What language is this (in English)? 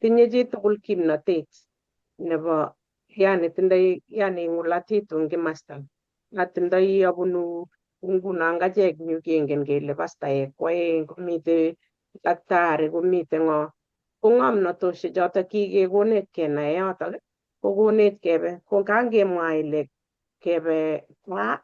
Kalenjin